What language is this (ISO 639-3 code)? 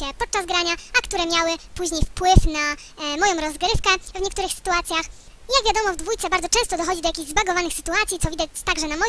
pol